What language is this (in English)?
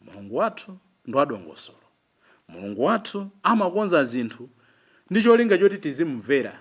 Nyanja